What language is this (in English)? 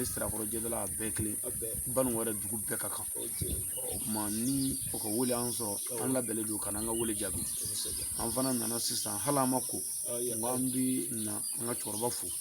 Bambara